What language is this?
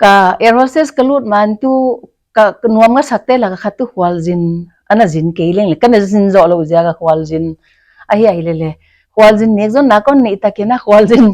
Paite Chin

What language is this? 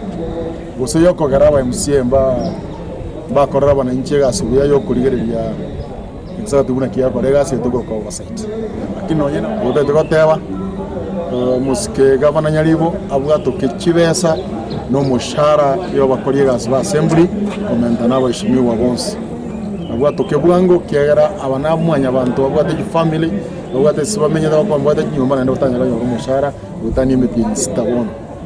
Gusii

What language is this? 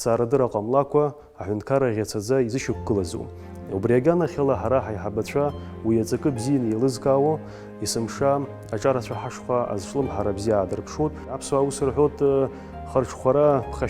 Abkhazian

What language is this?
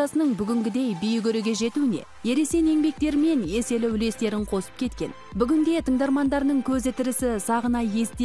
Kazakh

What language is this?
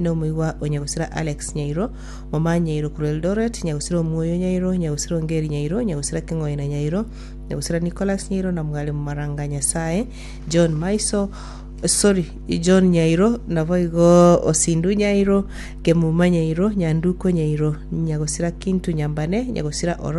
Gusii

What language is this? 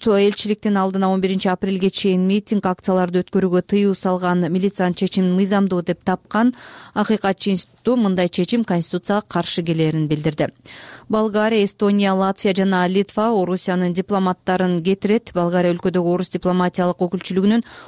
Kyrgyz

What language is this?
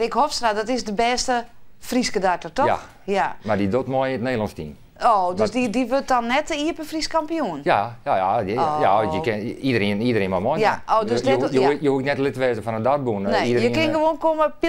Western Frisian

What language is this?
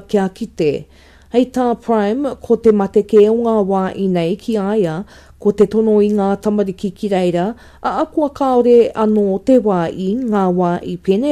Māori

